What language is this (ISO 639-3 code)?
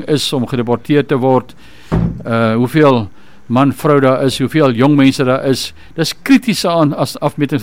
afr